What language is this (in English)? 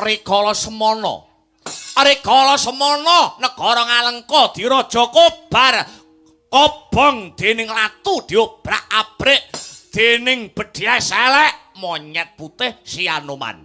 Javanese